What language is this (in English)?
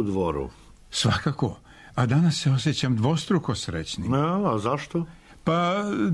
Serbian